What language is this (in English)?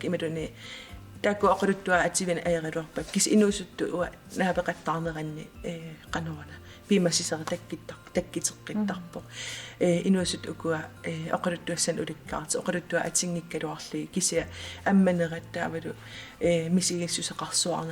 Kalaallisut